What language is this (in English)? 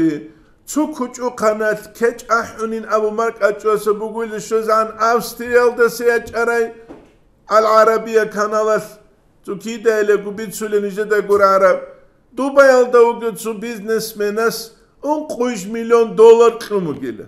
Avaric